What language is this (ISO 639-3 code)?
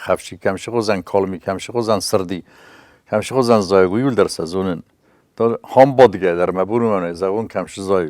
oss